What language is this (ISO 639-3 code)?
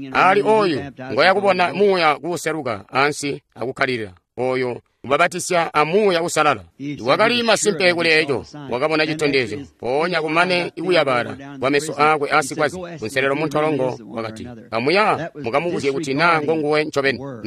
toi